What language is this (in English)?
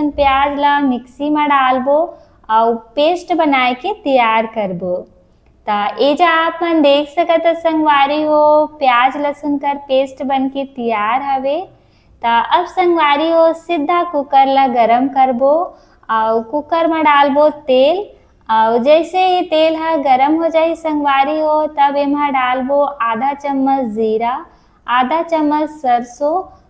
Chhattisgarhi